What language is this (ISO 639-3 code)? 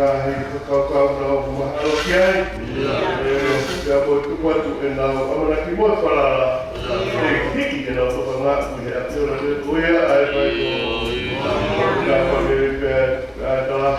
ton